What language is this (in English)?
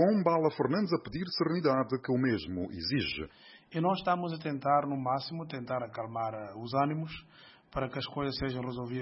Portuguese